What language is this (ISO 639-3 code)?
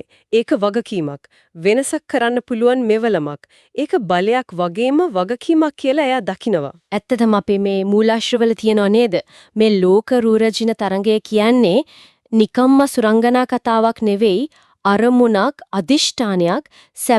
sin